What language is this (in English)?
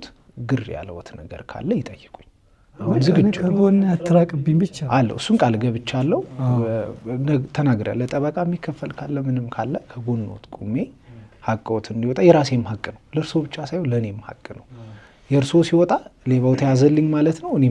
Amharic